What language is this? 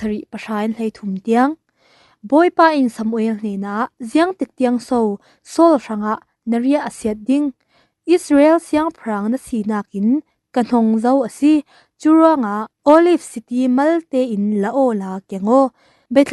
Falam Chin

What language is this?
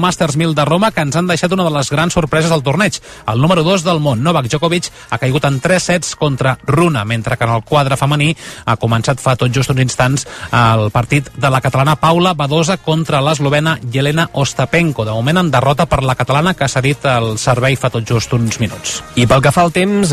Catalan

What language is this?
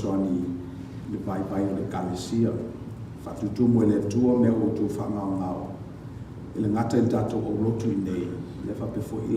Samoan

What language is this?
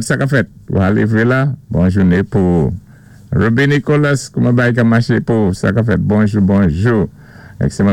Saint Lucian Creole French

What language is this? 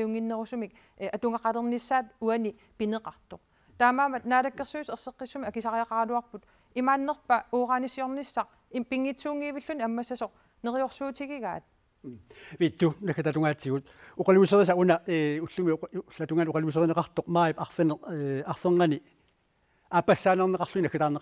Kalaallisut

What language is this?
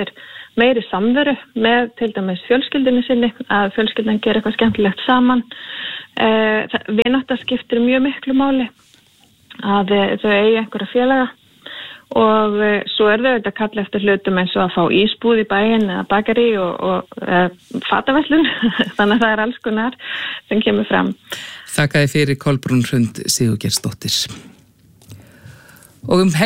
Icelandic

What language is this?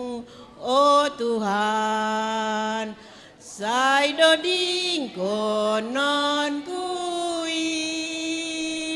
Batak Simalungun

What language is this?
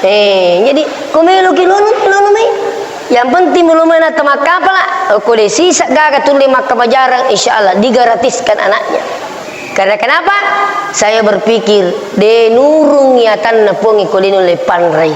Buginese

